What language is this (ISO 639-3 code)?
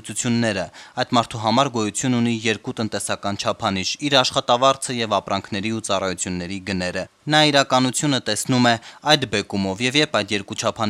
hye